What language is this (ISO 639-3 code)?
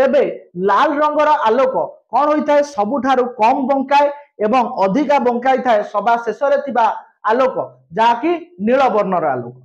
ori